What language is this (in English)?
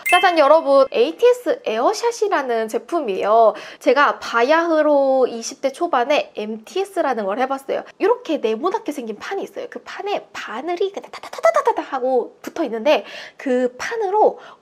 Korean